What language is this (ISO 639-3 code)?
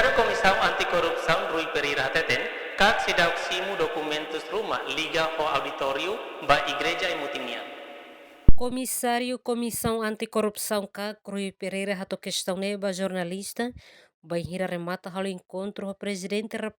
tet